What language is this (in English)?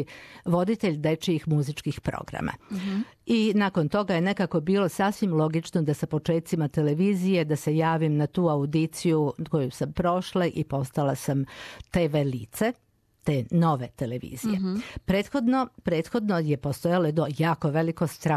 Serbian